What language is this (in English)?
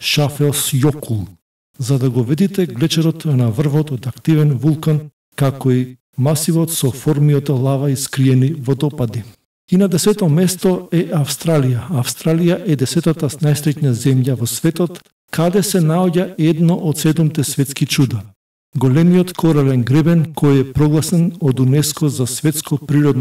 Macedonian